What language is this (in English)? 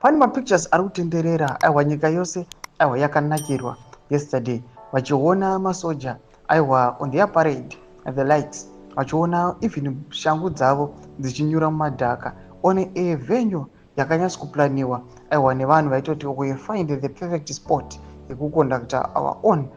Shona